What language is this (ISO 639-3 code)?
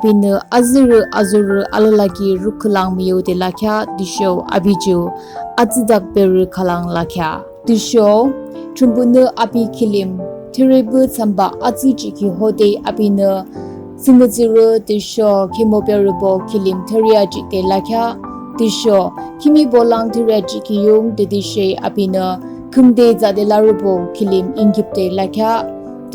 yim